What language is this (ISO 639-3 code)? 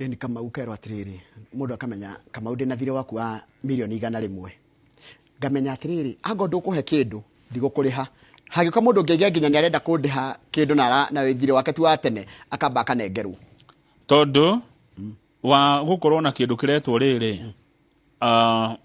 kik